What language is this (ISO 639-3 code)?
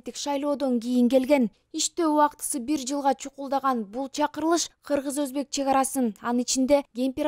kir